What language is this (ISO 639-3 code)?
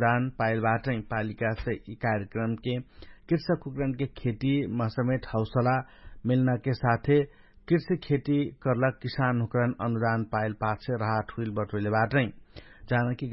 thl